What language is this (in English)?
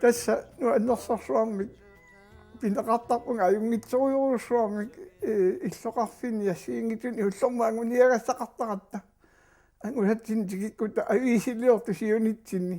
Kalaallisut